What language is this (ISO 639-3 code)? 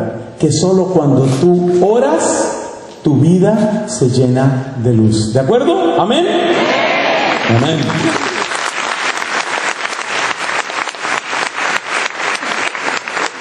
spa